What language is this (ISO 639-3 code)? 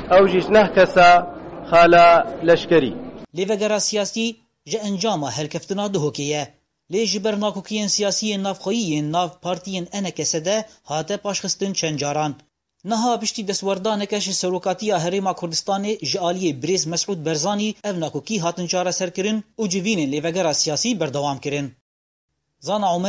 kur